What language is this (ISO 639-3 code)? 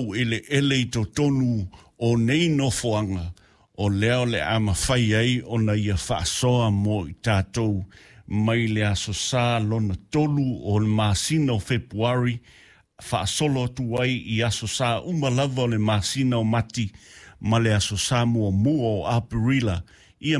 smo